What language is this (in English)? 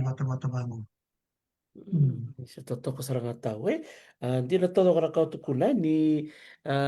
Fijian